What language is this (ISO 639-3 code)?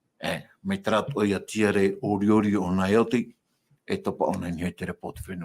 tah